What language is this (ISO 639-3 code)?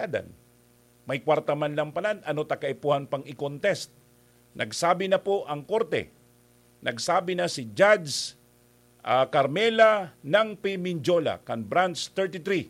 bik